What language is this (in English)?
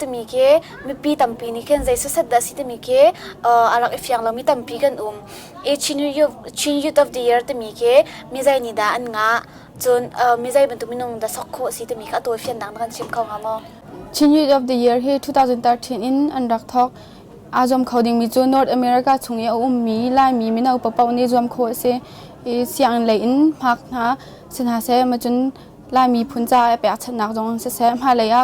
Hakha Chin